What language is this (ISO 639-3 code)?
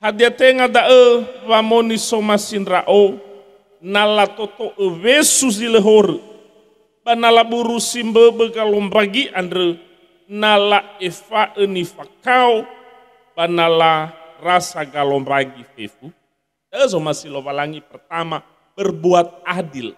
nia